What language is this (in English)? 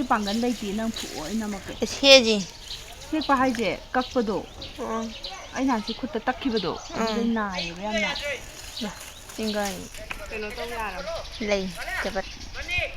Manipuri